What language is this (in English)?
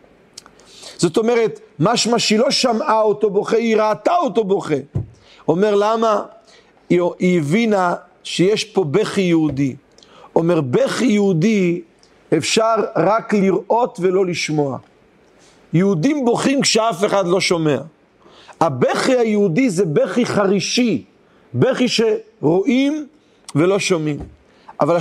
Hebrew